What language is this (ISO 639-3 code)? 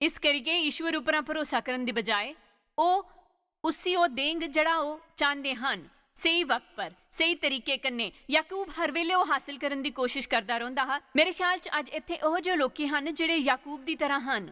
doi